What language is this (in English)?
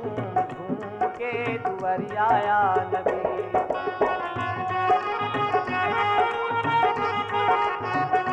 Hindi